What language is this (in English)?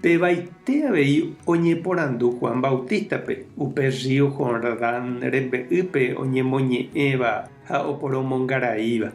Guarani